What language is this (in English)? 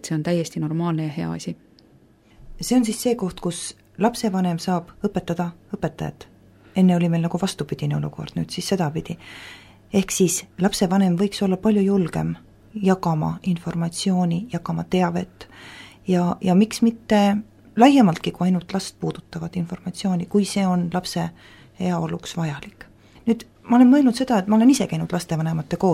Estonian